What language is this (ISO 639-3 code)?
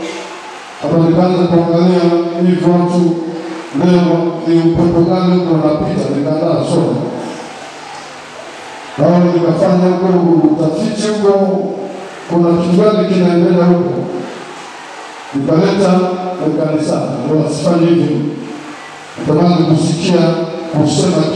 swa